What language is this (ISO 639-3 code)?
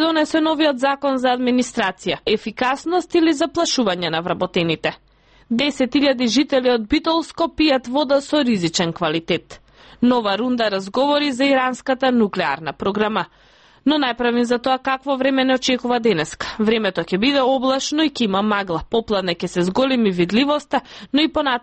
mkd